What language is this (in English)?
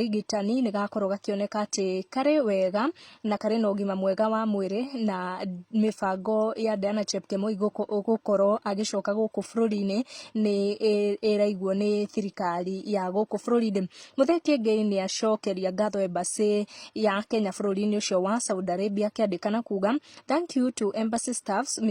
Kikuyu